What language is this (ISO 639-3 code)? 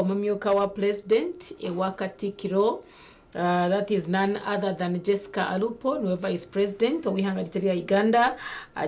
nyn